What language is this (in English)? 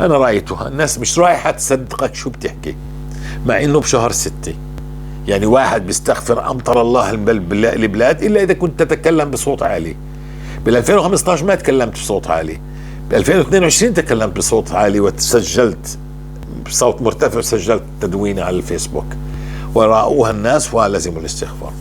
North Levantine Arabic